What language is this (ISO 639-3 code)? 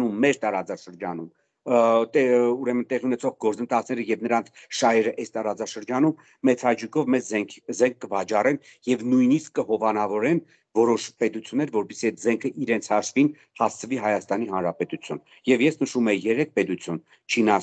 hye